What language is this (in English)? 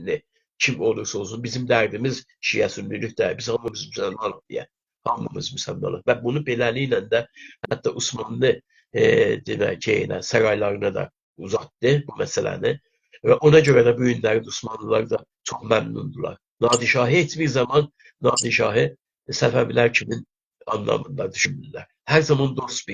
South Azerbaijani